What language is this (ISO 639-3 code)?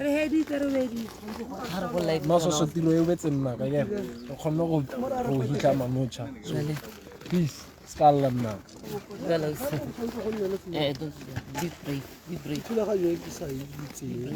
tsn